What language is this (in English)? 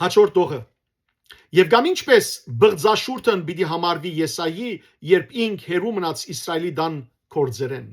Western Armenian